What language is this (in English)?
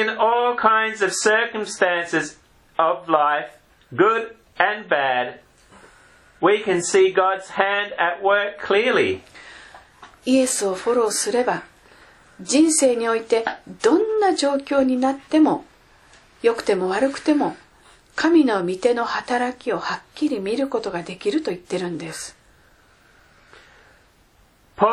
Japanese